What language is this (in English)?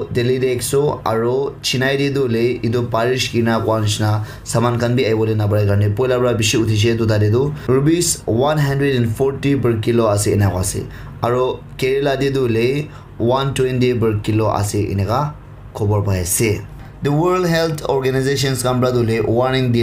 Naga Pidgin